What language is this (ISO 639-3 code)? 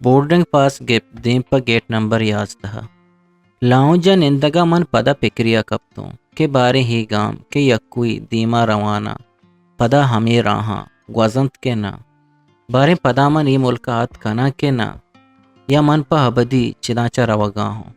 bgp